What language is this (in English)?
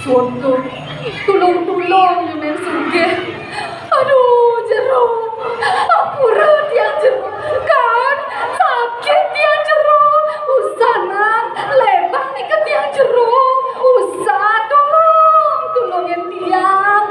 Balinese